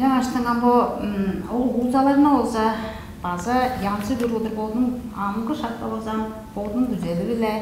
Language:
Tuvinian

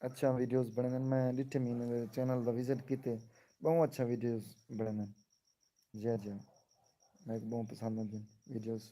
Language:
Saraiki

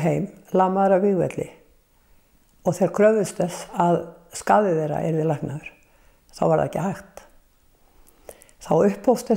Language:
Icelandic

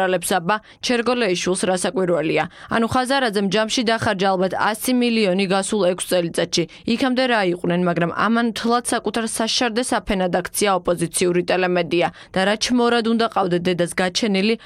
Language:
Georgian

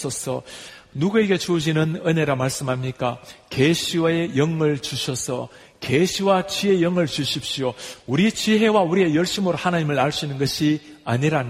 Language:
Korean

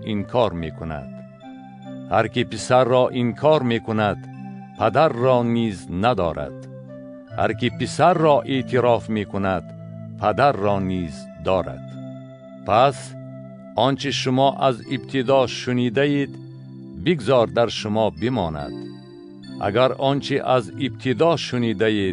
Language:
Tajik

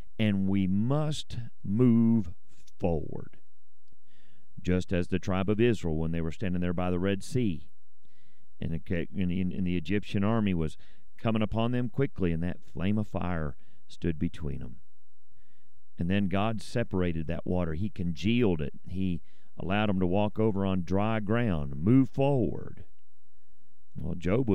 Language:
English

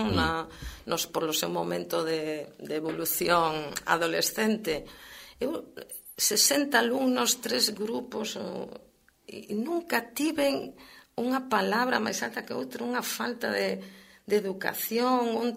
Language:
Galician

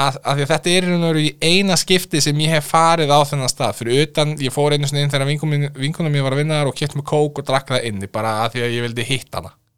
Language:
Icelandic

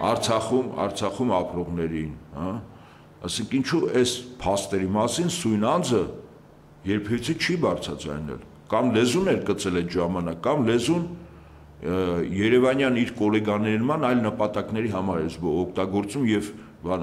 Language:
Armenian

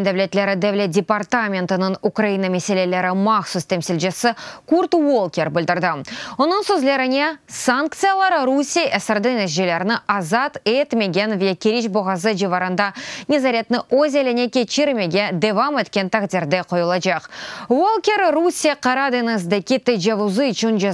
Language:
Crimean Tatar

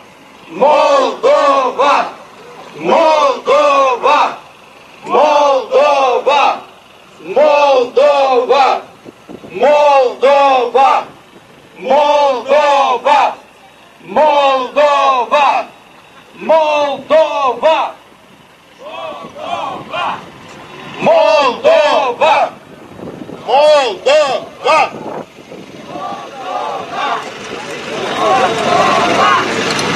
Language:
Romanian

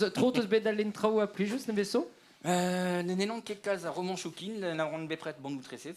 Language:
Breton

